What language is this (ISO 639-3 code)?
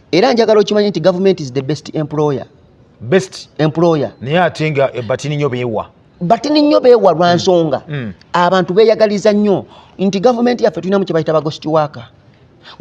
lug